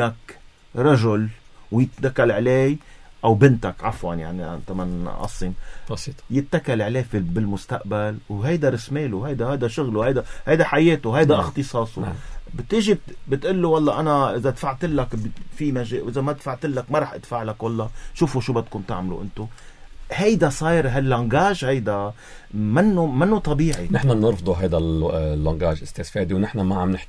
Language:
North Levantine Arabic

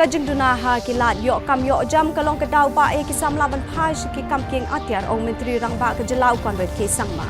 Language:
Khasi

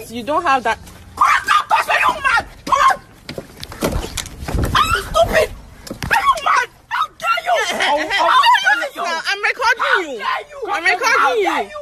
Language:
Nigerian Pidgin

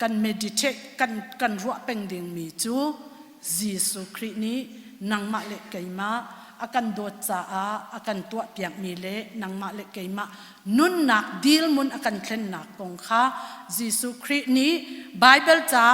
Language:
Hakha Chin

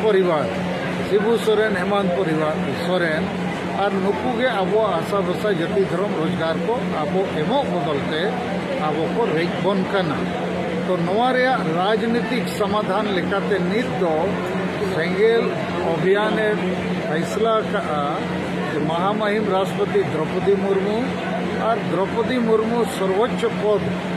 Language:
Santali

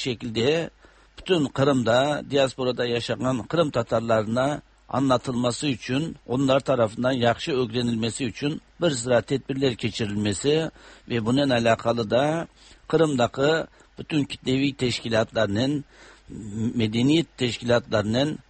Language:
Tatar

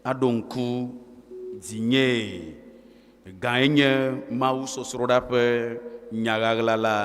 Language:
Ewe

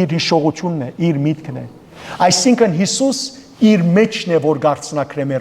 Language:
Western Armenian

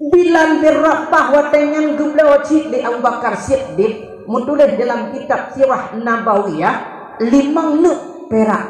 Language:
Achinese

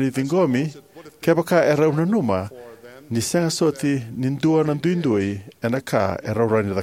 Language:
Fijian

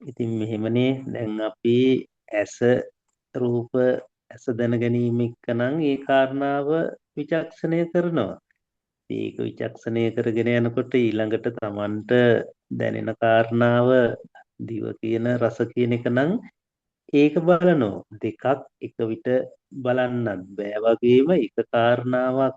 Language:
Sinhala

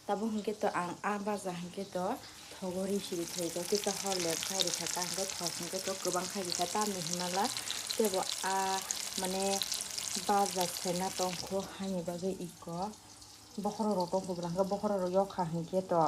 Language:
Kok Borok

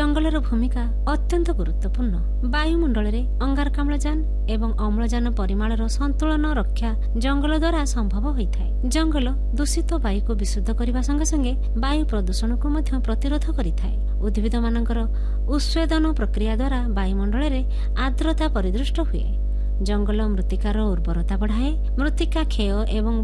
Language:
Odia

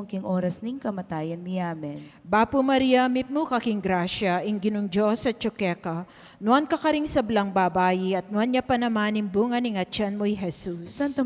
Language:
Pampanga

